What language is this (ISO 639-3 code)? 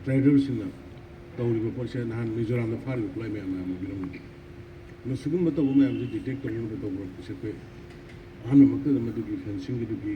mni